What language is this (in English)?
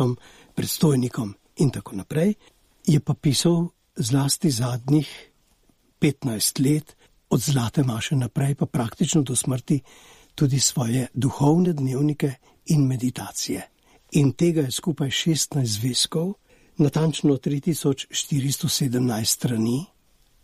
Slovenian